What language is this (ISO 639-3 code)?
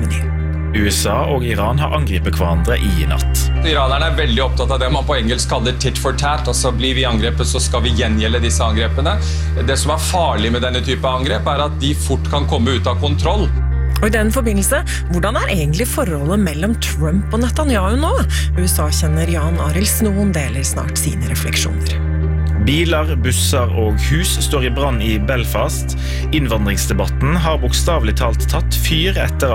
nor